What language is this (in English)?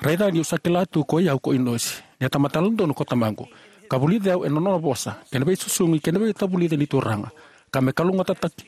Fijian